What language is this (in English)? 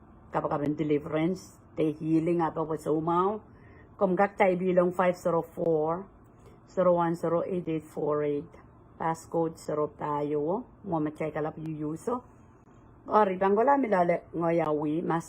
Pohnpeian